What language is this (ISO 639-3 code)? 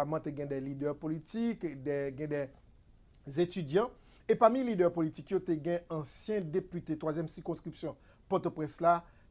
hat